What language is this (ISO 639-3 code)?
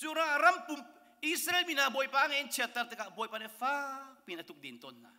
cnh